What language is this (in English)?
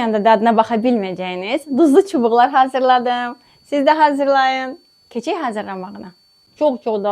Azerbaijani